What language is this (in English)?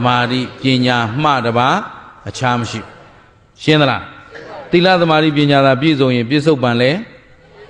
Burmese